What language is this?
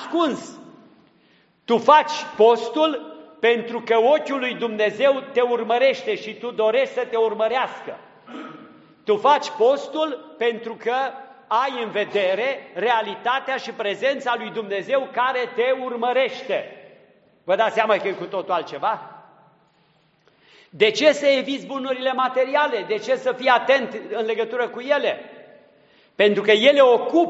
Romanian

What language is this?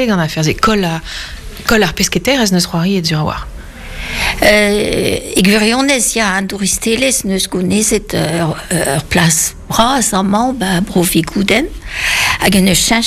Breton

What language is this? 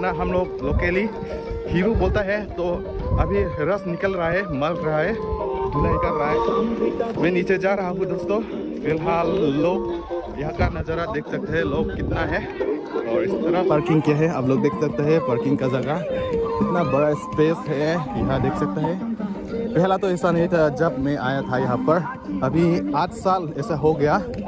Karbi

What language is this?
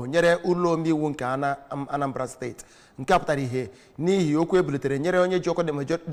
Igbo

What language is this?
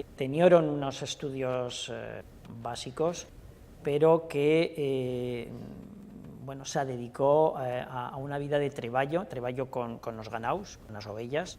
Aragonese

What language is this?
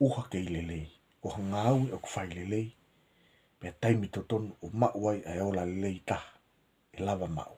Tongan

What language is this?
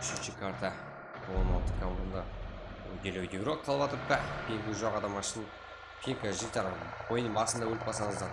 Kara-Kalpak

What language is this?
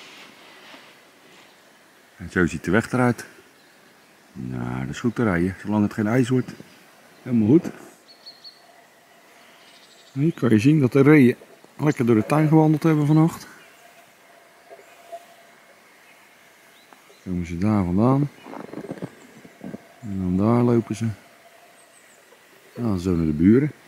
Dutch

